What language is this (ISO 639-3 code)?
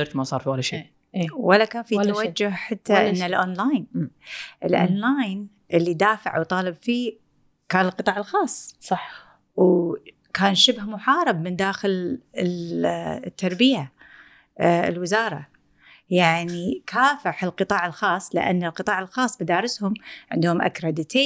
afb